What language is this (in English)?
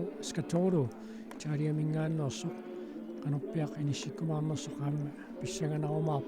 Kalaallisut